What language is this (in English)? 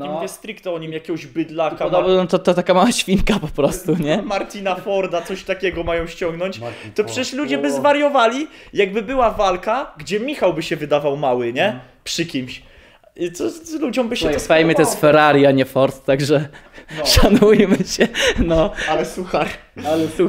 Polish